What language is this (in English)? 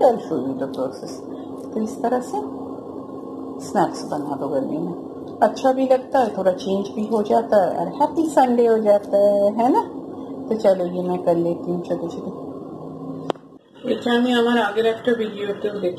Hindi